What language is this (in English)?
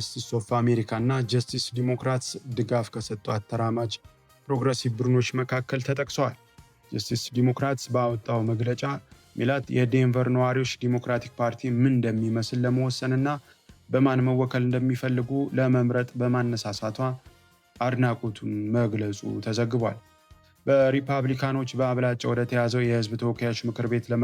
Amharic